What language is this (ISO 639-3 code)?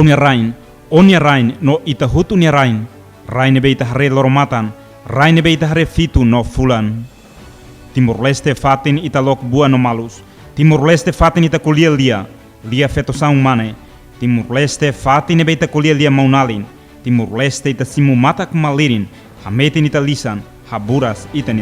tet